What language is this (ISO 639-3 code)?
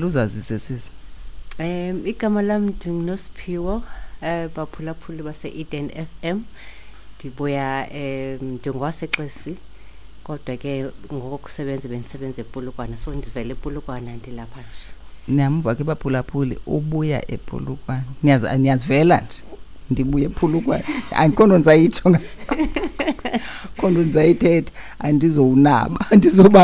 xho